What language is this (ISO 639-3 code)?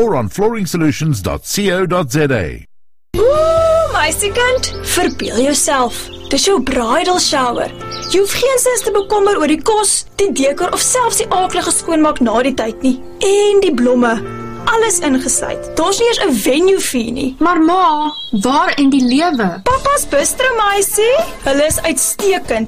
afr